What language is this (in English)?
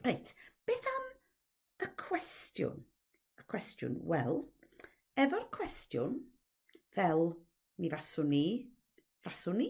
Welsh